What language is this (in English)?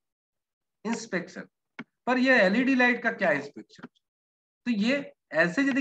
Hindi